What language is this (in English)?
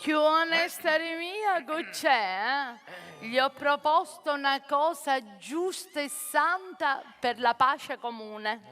Sicilian